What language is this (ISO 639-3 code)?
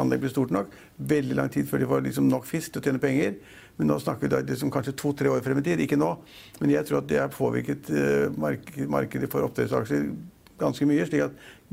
nor